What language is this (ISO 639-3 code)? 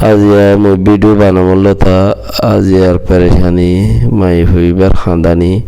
rhg